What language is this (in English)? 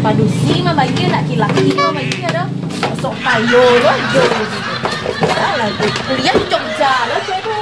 Minangkabau